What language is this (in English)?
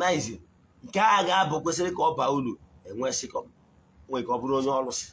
Igbo